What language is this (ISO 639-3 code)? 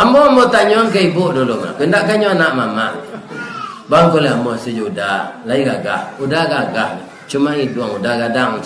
min